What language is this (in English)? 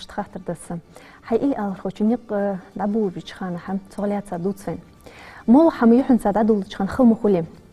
Ingush